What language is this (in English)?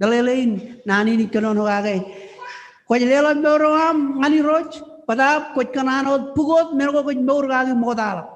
Marshallese